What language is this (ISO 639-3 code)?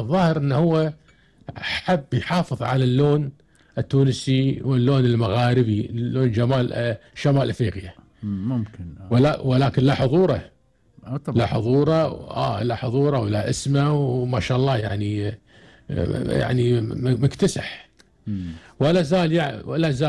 afb